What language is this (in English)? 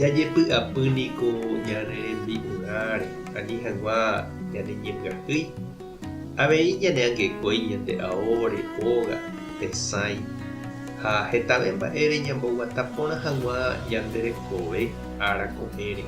Guarani